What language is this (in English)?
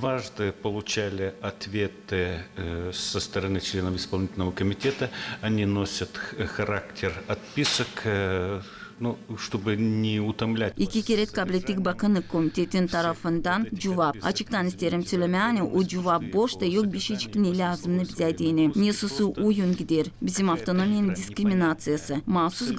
Gagauz